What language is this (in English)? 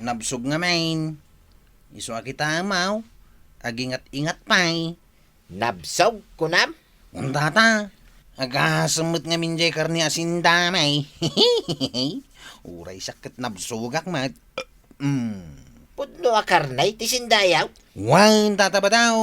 Iloko